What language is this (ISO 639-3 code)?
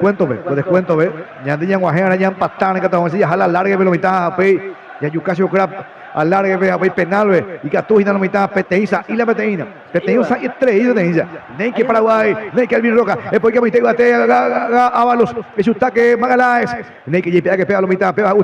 grn